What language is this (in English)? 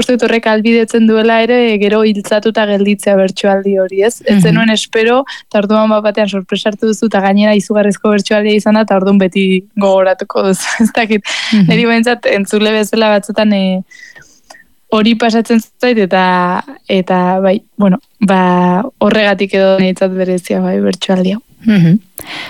Basque